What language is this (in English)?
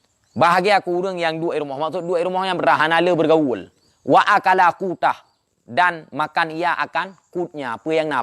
Achinese